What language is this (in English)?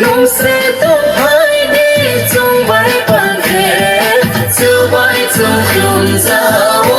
Riang (India)